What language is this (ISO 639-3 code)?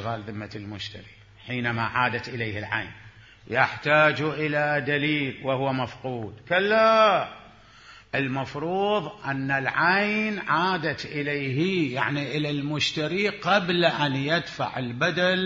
acm